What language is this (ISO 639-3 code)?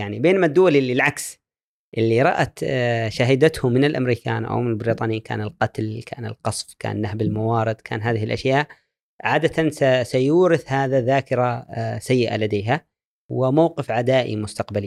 afb